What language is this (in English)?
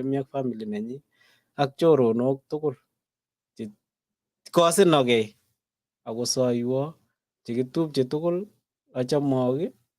Kalenjin